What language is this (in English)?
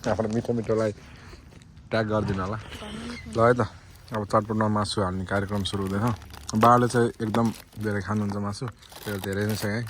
Nepali